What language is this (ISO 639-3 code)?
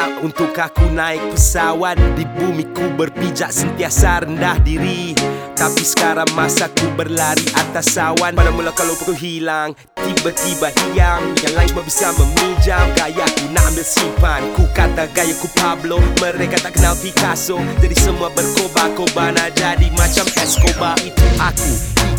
msa